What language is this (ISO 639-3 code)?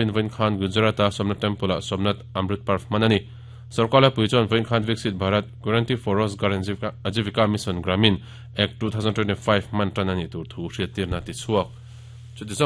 lus